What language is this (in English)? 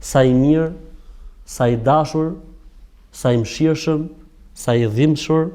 Albanian